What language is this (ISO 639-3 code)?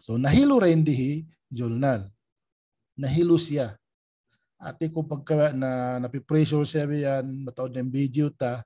tsg